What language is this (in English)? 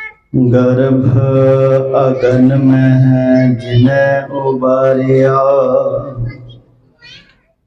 Punjabi